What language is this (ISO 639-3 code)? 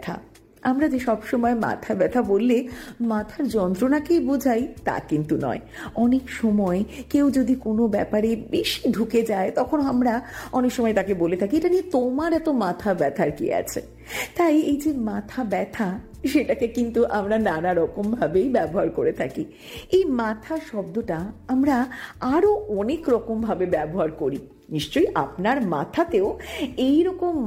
ben